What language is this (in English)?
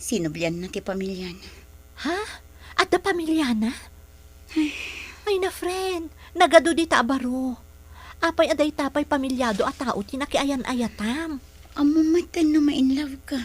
Iloko